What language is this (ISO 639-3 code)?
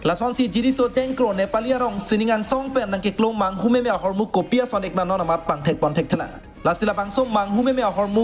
mjw